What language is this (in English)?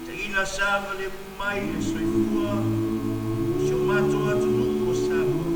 Samoan